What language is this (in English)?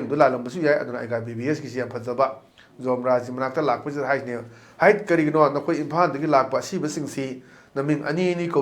Manipuri